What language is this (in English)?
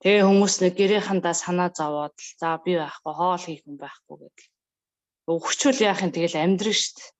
Mongolian